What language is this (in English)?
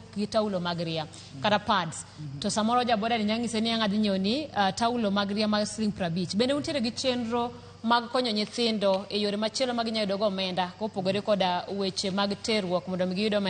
Luo (Kenya and Tanzania)